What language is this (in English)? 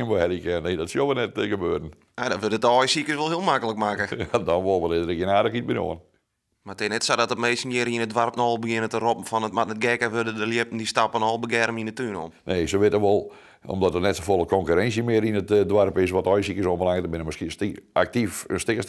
Western Frisian